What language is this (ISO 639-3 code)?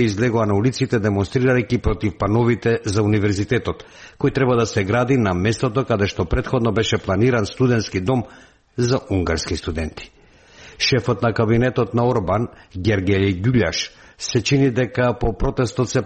mkd